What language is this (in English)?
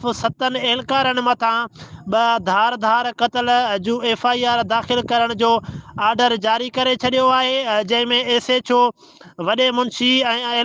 Sindhi